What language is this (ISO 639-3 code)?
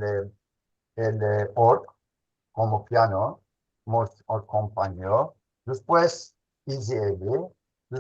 lad